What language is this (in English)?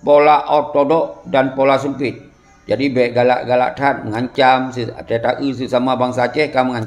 Achinese